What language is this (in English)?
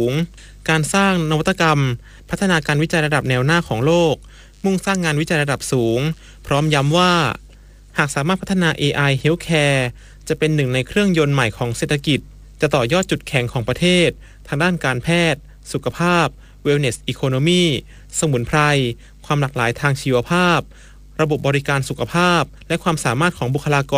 Thai